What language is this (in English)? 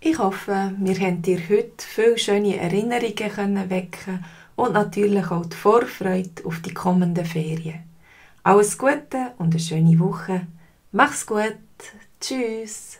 Swiss German